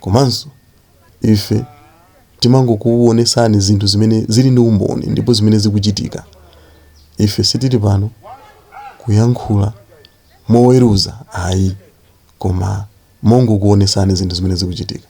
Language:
Nyanja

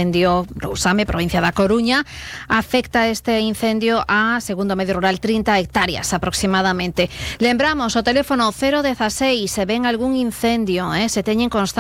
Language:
Galician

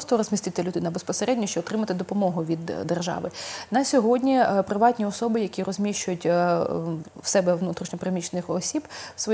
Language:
Ukrainian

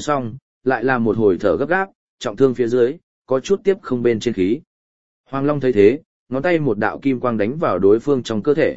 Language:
Vietnamese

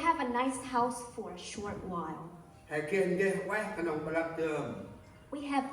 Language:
Central Mnong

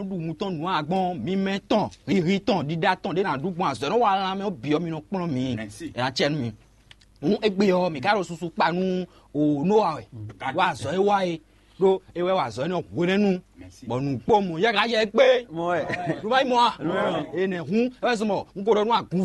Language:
Fon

